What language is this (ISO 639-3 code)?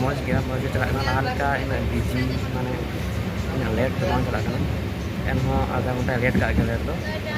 sat